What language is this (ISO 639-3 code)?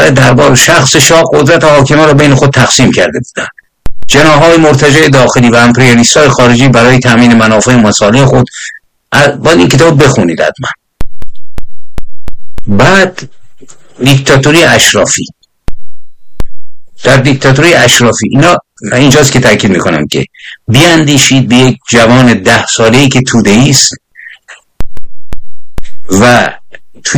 fas